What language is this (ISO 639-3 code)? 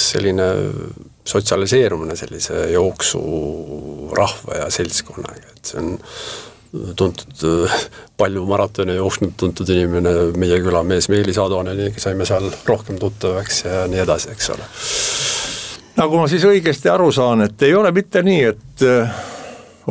est